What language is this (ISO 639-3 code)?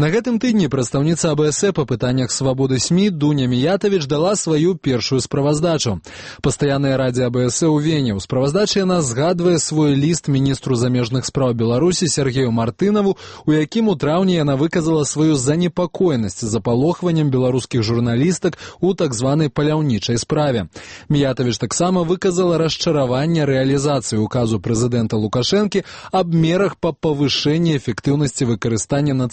bel